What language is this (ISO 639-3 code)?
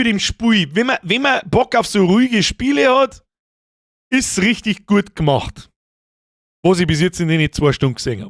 bar